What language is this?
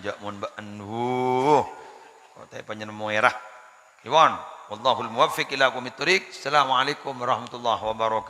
Madurese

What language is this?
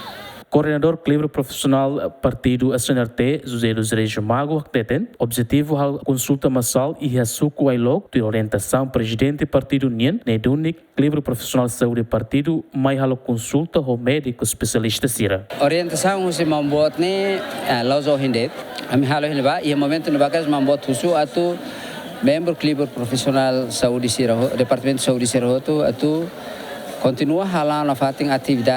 Tetum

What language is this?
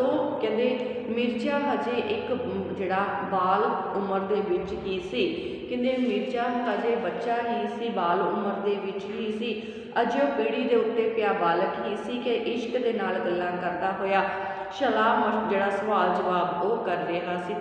Punjabi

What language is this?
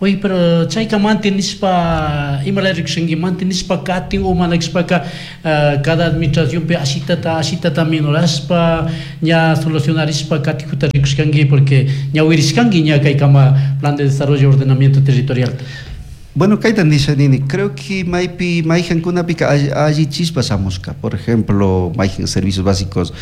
Chimborazo Highland Quichua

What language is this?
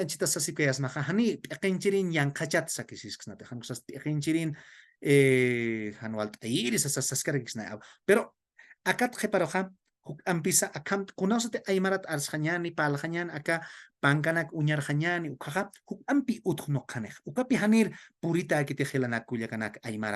Aymara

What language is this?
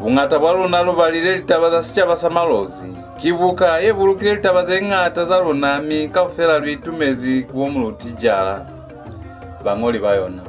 Lozi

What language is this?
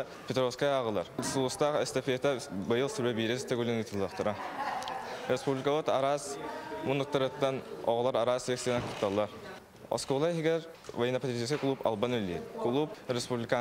Yakut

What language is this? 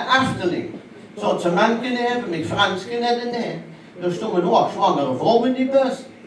Limburgish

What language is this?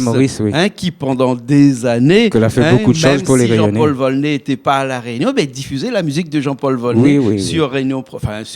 Réunion Creole French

